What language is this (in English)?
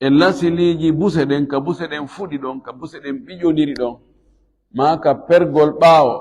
Fula